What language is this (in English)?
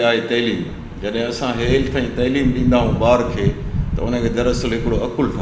Sindhi